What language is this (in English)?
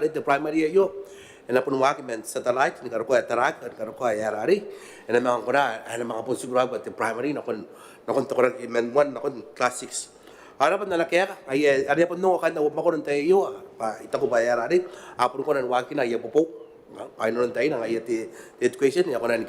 Gilbertese